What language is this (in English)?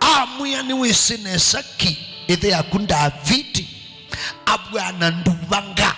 Kamba